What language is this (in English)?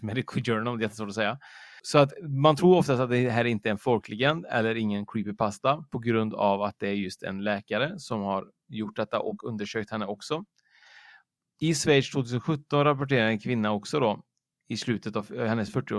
Swedish